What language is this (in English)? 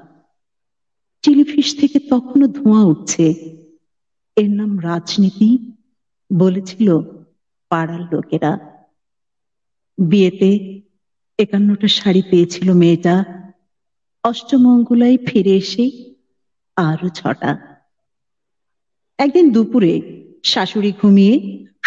Bangla